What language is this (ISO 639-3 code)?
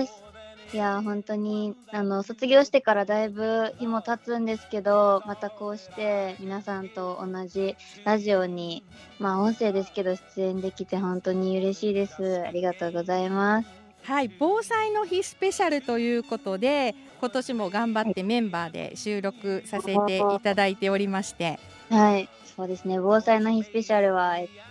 jpn